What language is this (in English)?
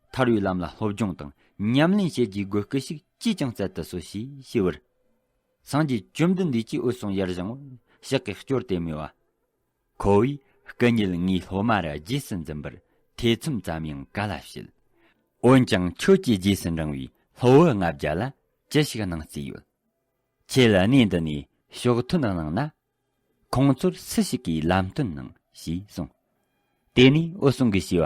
Tibetan